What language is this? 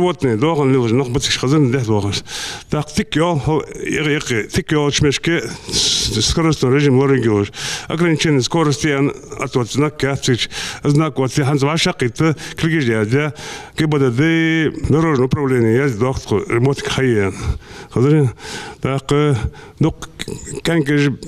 Ingush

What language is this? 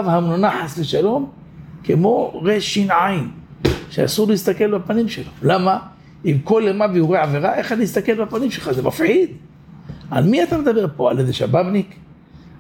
Hebrew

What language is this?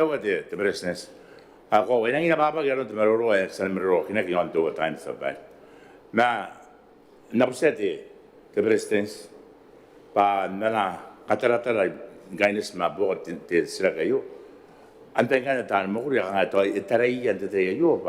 Gilbertese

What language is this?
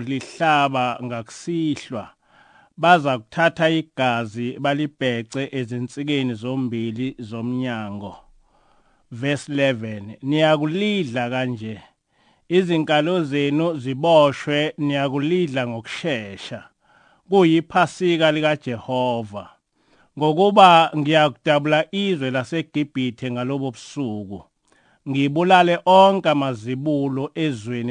Zulu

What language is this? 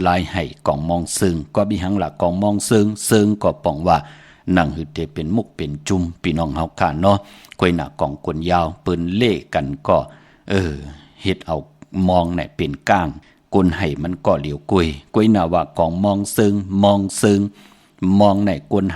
Shan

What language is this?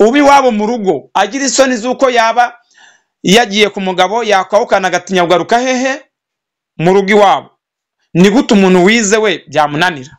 Kinyarwanda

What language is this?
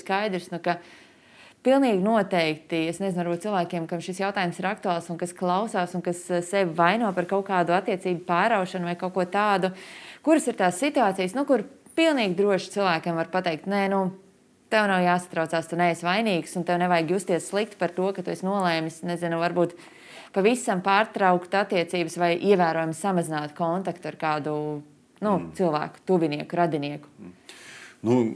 Latvian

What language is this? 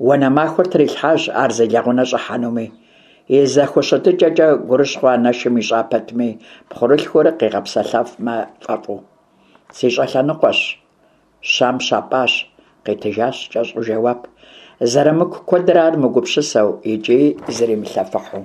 Kabardian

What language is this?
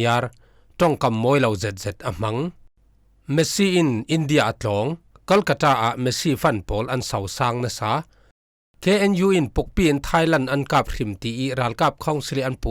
Falam Chin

